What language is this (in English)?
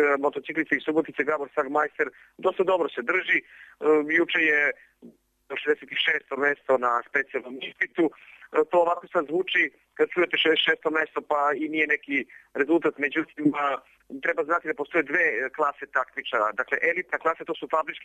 Serbian